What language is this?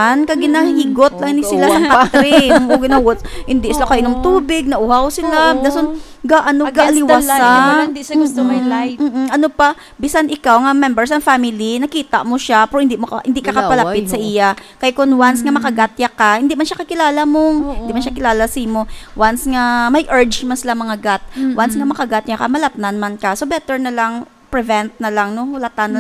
Hiligaynon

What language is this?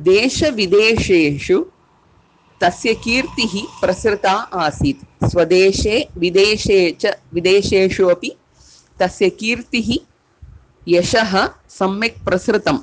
Sanskrit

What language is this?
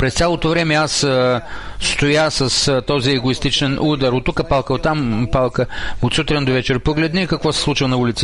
Bulgarian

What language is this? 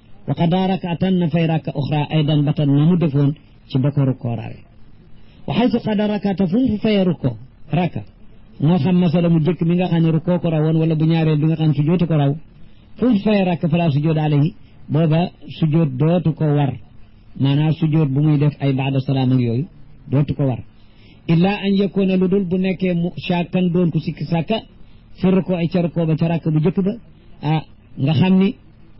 Wolof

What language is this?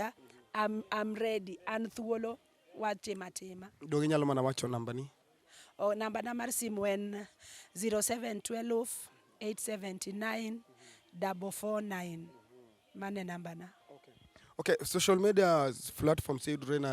Luo (Kenya and Tanzania)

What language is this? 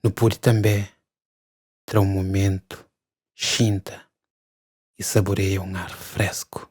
Kabuverdianu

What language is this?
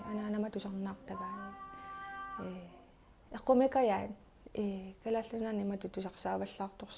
Kalaallisut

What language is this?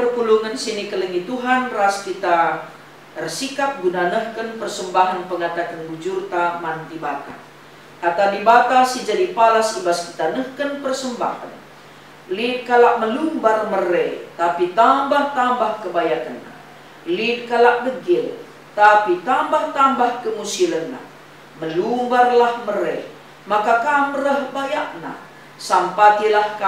Batak Karo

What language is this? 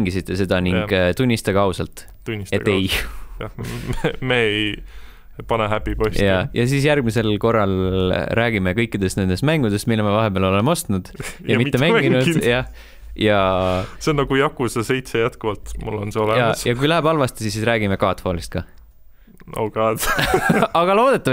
Estonian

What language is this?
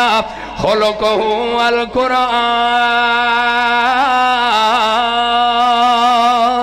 Western Panjabi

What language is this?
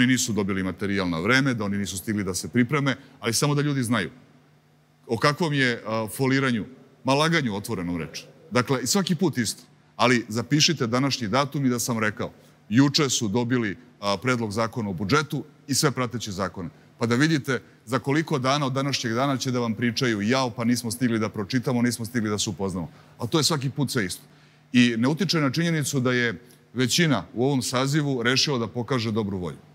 Serbian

